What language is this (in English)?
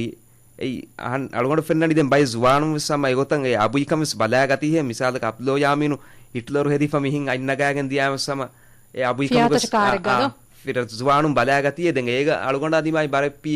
Divehi